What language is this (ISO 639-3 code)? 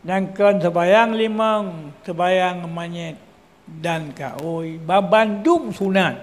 ace